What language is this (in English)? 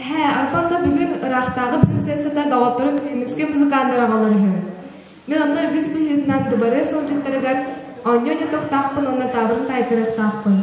Yakut